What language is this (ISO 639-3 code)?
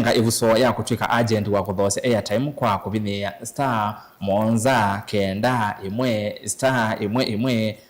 kam